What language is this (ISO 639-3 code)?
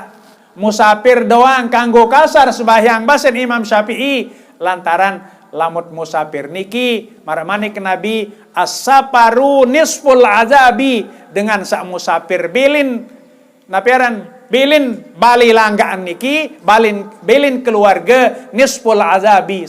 sas